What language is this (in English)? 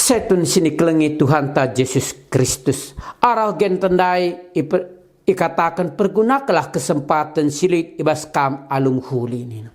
Batak Karo